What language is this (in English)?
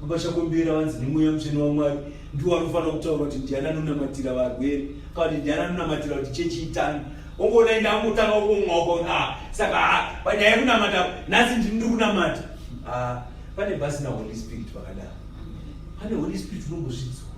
Shona